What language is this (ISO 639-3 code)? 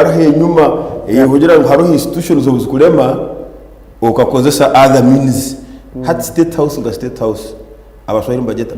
nyn